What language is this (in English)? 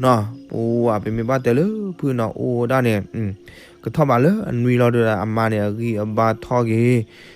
S'gaw Karen